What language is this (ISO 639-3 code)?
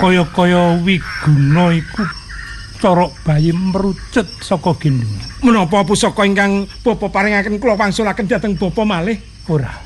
jav